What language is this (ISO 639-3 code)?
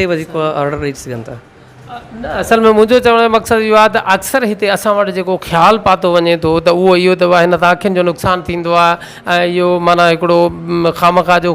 snd